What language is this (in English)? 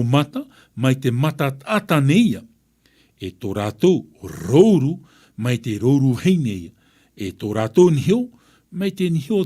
Tahitian